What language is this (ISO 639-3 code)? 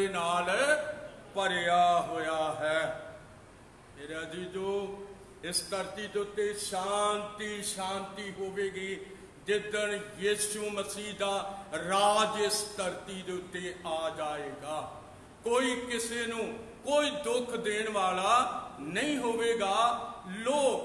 pan